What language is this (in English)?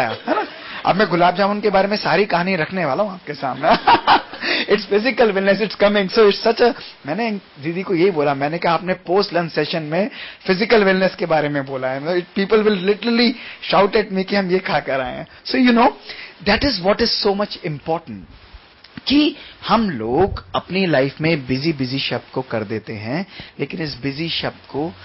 Hindi